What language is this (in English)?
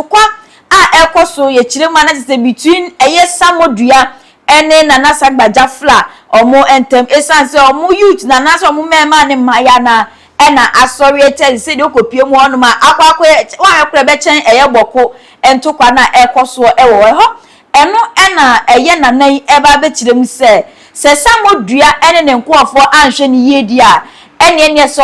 Akan